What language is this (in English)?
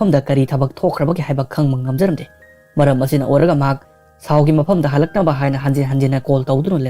Manipuri